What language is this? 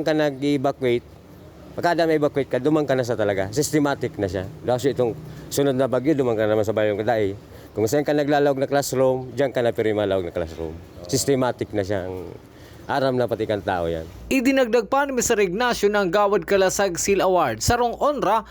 Bikol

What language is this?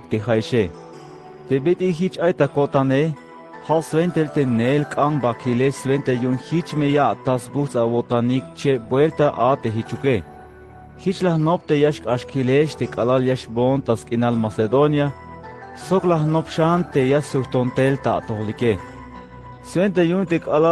Tzeltal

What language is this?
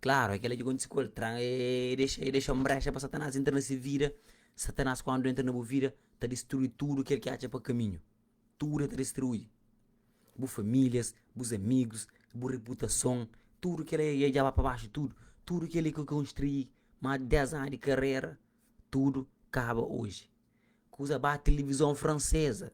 Kabuverdianu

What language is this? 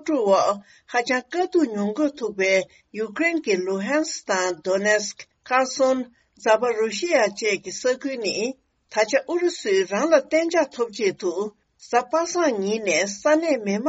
Tibetan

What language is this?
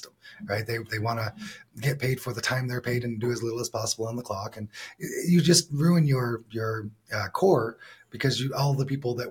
English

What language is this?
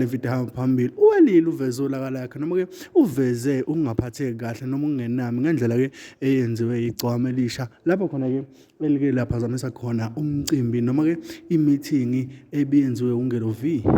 Zulu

